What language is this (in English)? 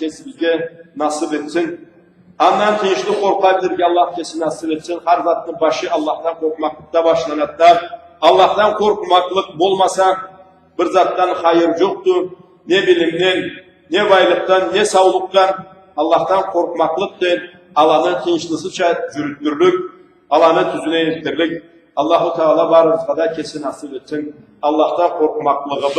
Karachay-Balkar